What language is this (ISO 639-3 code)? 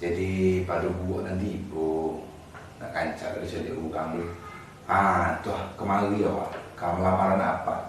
min